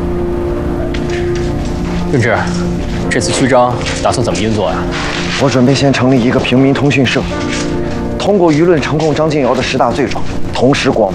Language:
Chinese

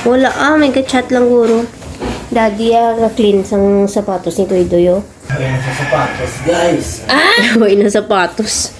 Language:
Hiligaynon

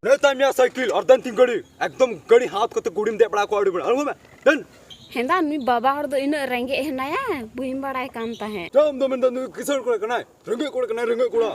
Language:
Santali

